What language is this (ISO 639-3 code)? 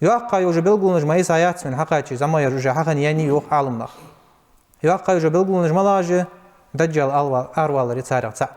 inh